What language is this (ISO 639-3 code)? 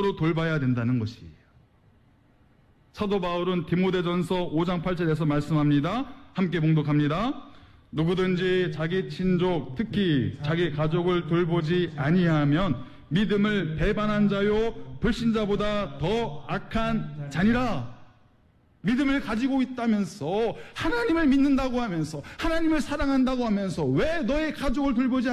kor